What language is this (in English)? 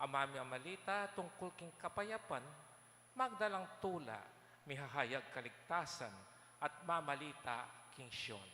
Pampanga